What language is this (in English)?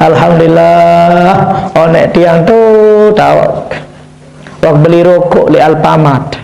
Sasak